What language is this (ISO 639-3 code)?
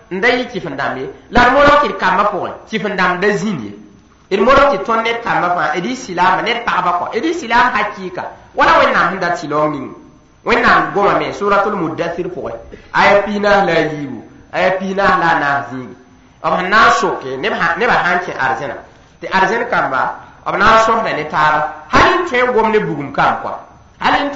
mos